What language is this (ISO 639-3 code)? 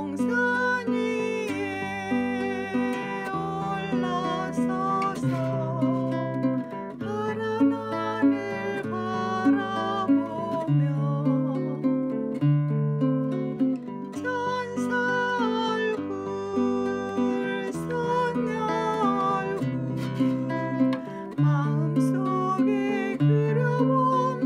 kor